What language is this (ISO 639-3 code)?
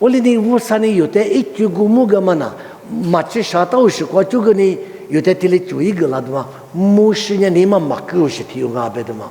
lis